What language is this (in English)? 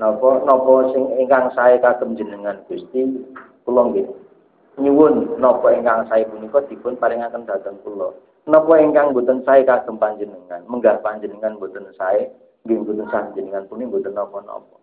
Javanese